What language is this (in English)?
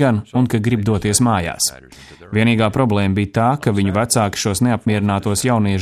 Latvian